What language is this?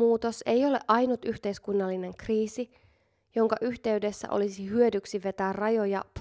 Finnish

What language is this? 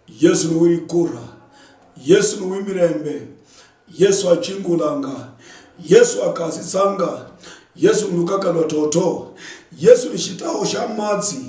Luyia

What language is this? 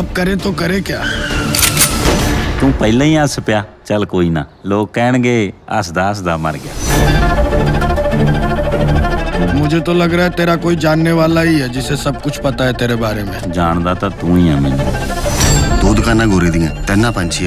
Punjabi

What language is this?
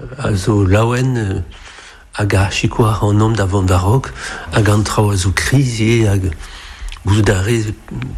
Breton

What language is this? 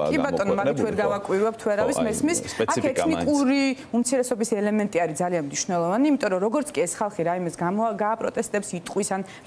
Georgian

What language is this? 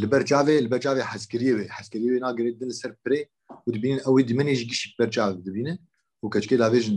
Kurdish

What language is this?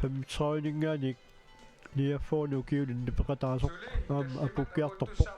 Kalaallisut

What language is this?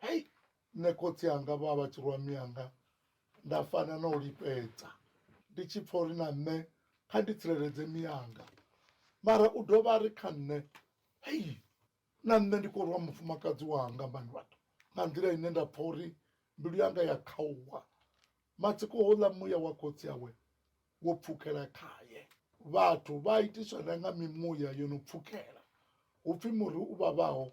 Venda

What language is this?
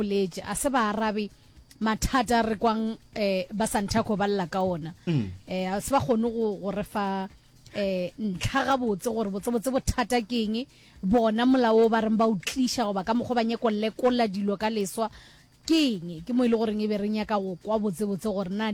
Northern Sotho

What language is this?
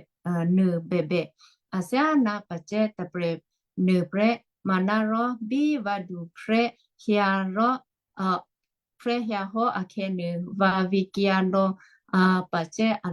Western Kayah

